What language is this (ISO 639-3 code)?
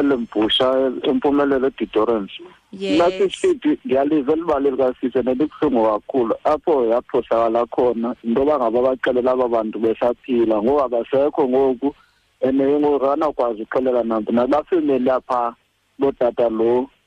xho